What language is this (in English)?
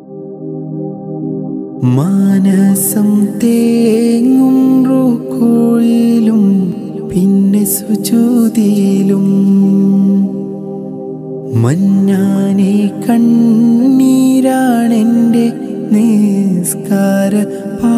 Malayalam